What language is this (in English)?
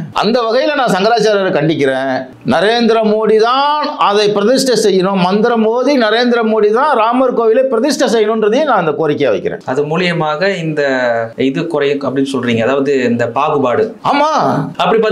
Tamil